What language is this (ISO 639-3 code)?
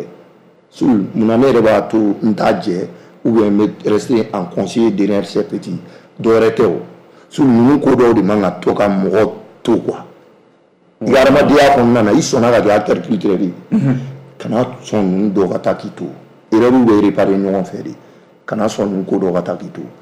bam